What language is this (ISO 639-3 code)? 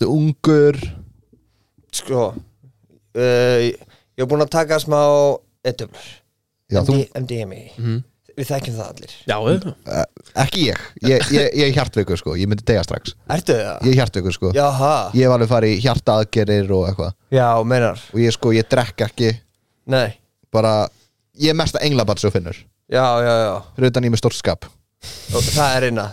isl